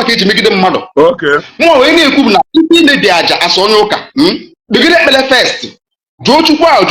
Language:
Igbo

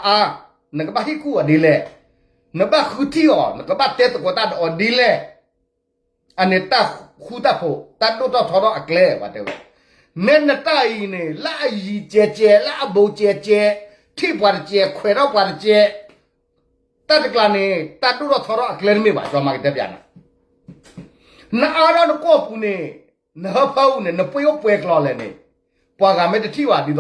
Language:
S'gaw Karen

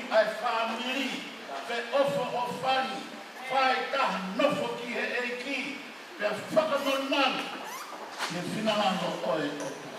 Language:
Tongan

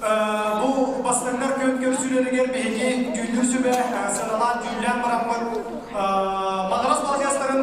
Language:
Yakut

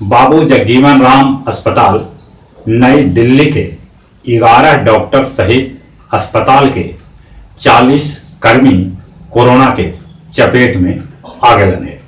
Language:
Magahi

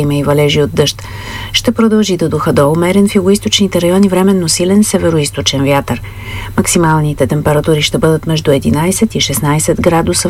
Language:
Bulgarian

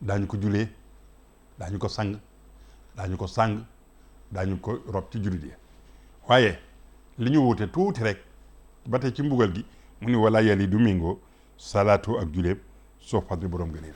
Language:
Wolof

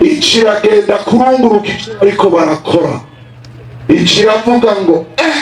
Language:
Rundi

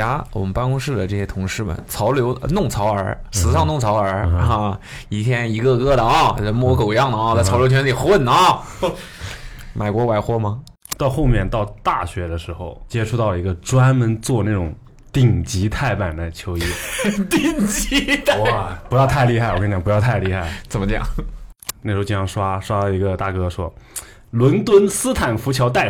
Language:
Chinese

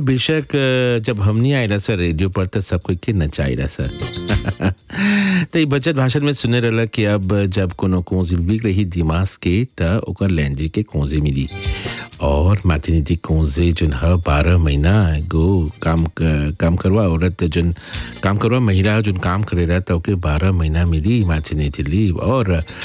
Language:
Bhojpuri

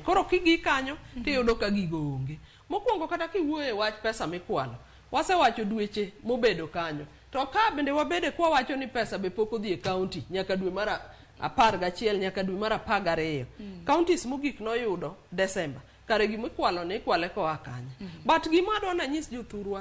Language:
Luo (Kenya and Tanzania)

